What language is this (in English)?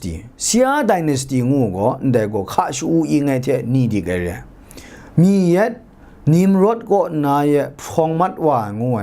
Kachin